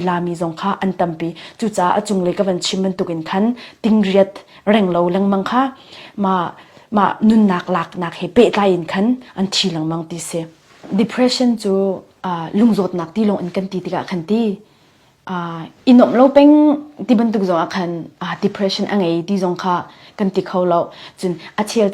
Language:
Falam Chin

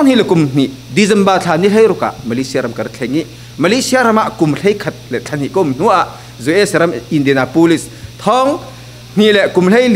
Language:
Falam Chin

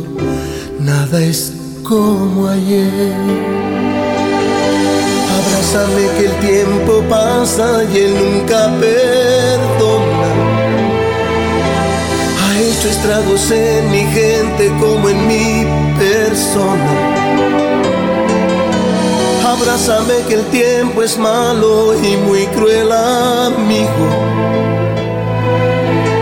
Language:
Spanish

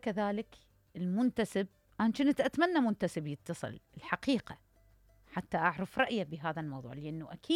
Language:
Mesopotamian Arabic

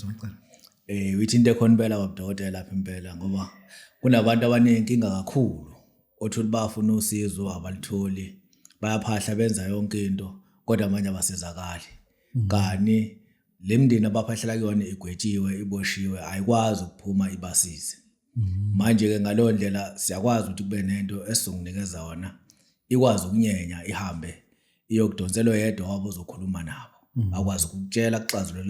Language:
Zulu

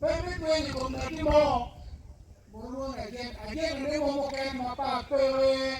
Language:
Acoli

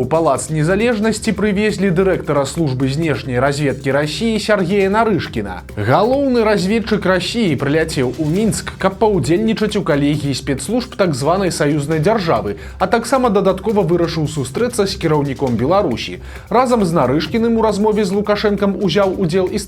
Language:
Belarusian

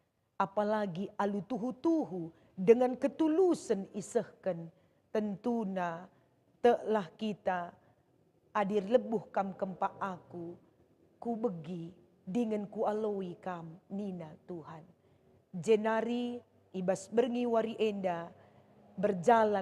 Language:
Batak Karo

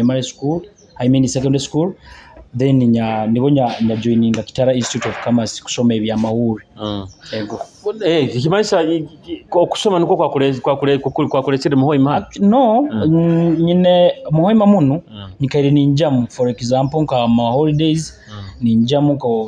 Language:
Nyoro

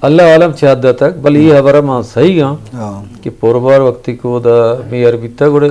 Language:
Eastern Balochi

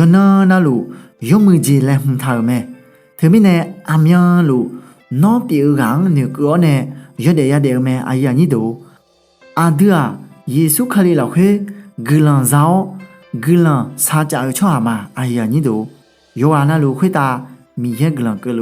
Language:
Akha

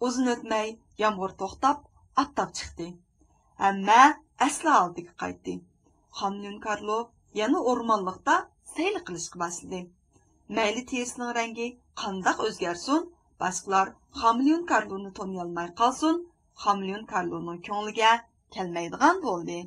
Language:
Uyghur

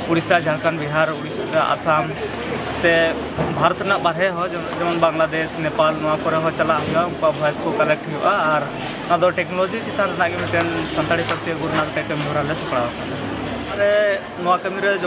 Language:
Santali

